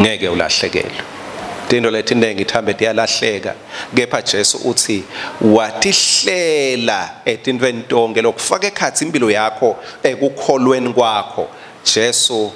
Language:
Swati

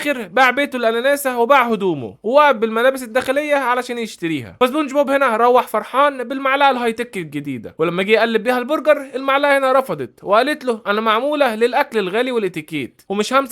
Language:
Egyptian Arabic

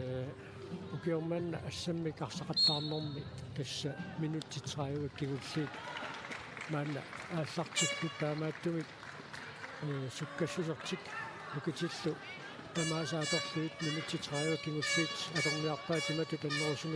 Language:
Kalaallisut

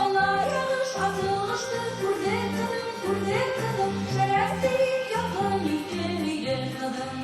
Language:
Bashkir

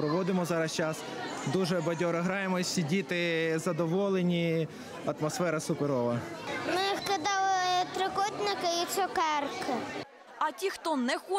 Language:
Ukrainian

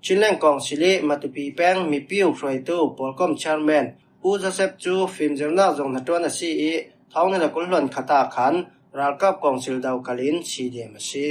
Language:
Falam Chin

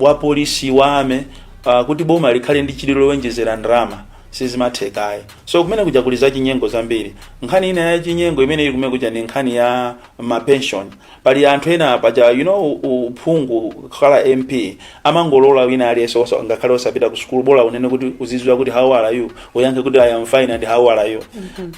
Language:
Nyanja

